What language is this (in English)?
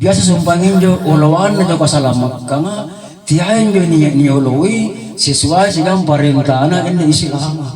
Makasar